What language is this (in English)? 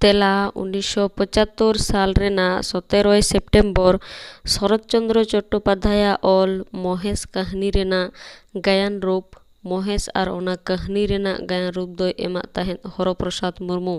Santali